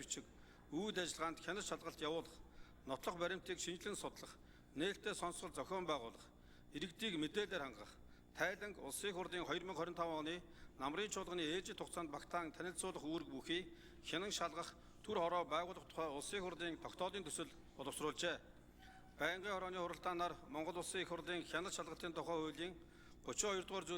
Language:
Mongolian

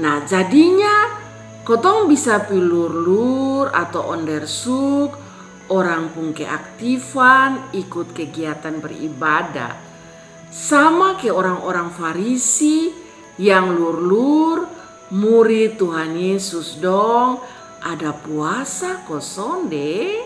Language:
Kupang Malay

